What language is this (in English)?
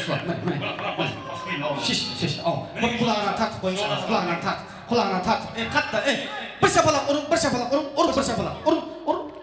Kara-Kalpak